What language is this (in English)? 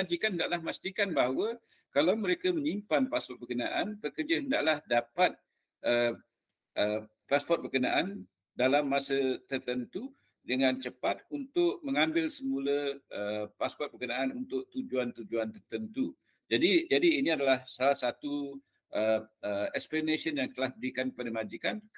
Malay